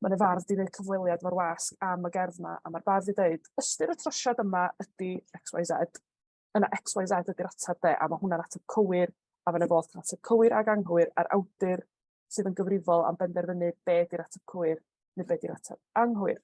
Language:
Welsh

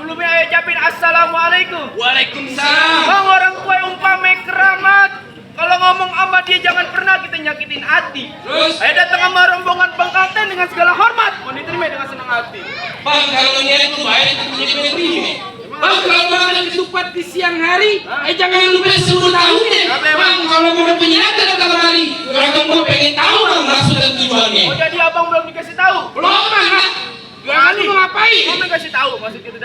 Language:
Betawi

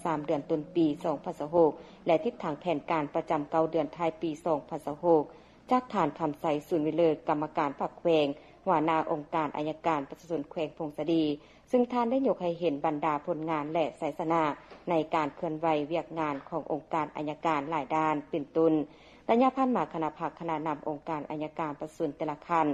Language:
Lao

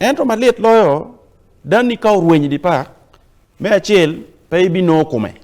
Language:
Acoli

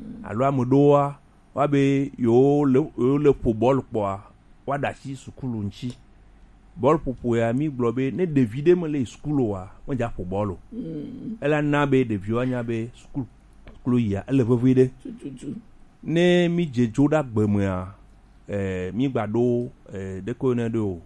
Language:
Gen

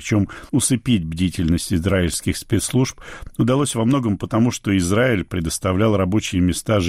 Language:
Russian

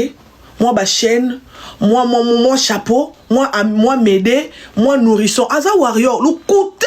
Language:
Lingala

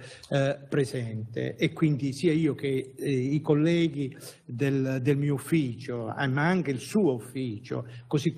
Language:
Italian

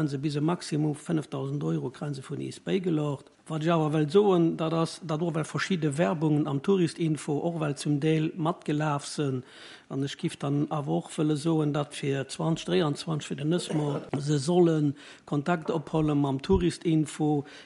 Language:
Luxembourgish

